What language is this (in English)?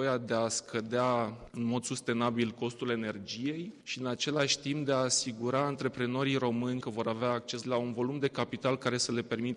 Romanian